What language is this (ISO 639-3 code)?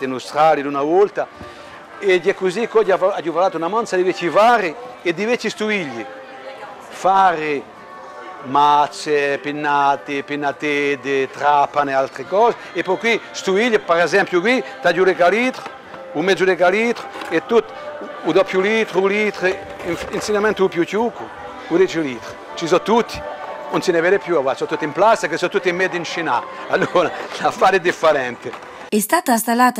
cos